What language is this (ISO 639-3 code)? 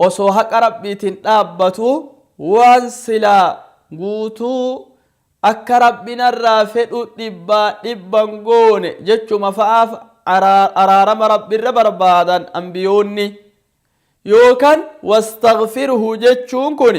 orm